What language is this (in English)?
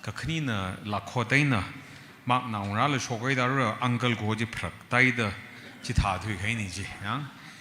Tangkhul Naga (India)